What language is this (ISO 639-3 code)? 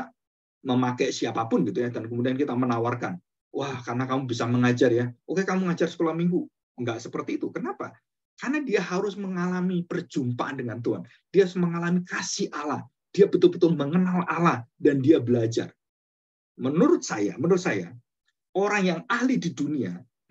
ind